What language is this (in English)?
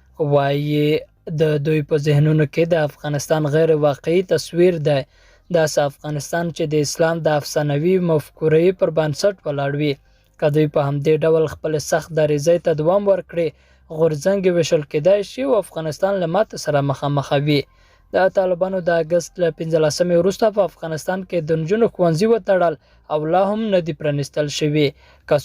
Pashto